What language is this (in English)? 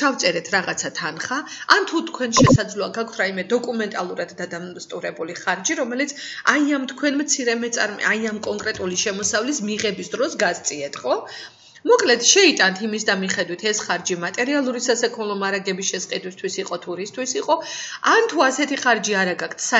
Georgian